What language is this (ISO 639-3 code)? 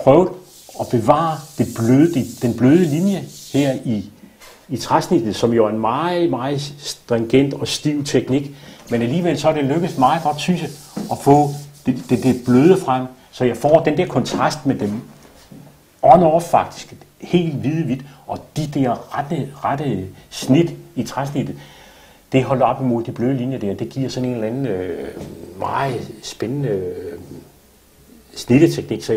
dan